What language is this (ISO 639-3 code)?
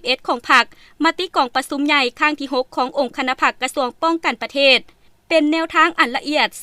lao